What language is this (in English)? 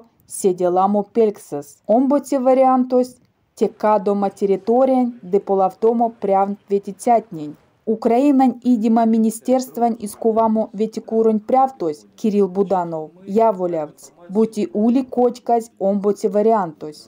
Erzya